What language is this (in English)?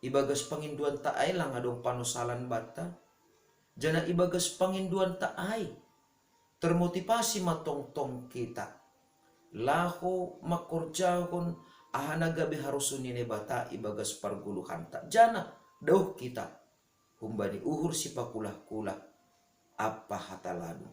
Batak Simalungun